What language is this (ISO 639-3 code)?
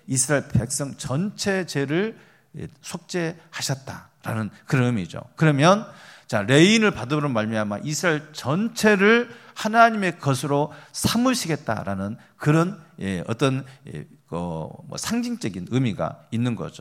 kor